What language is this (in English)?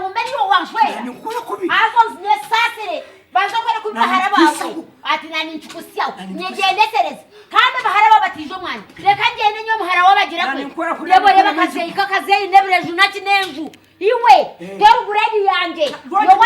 Nyankole